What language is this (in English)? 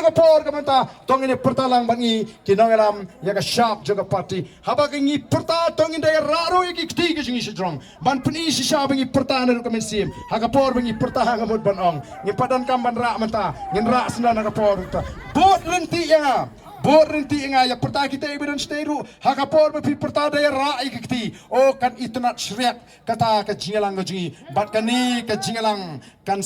Khasi